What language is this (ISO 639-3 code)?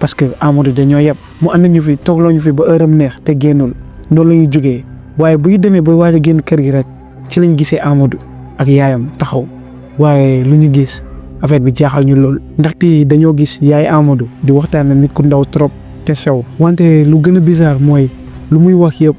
wol